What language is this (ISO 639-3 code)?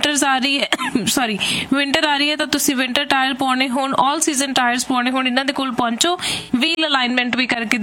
pan